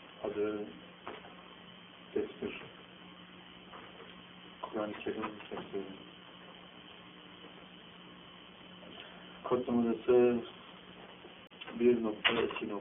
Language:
Turkish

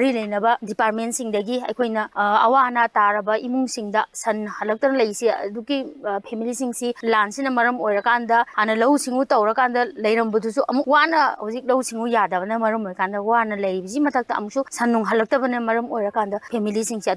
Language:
Manipuri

